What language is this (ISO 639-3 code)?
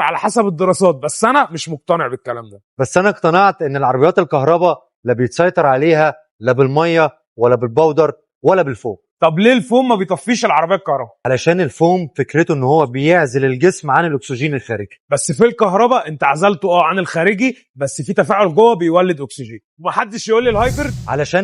arz